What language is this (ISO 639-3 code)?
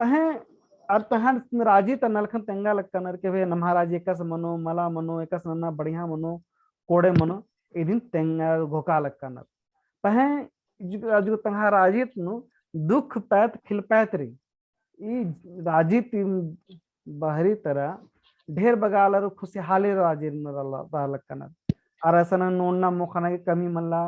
kru